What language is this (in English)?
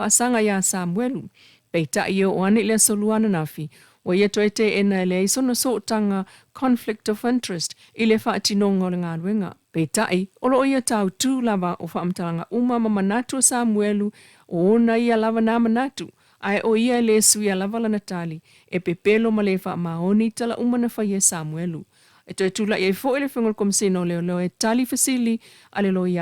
Samoan